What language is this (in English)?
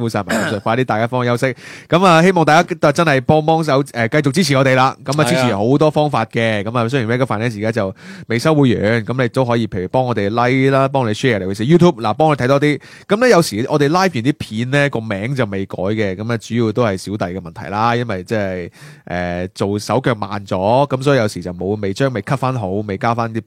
Cantonese